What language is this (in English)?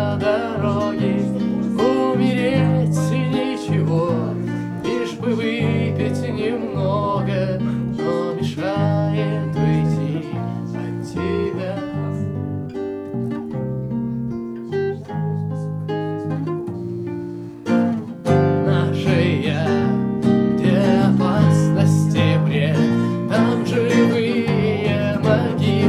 Russian